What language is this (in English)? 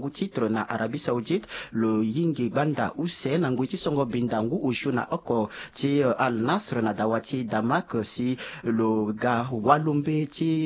Sango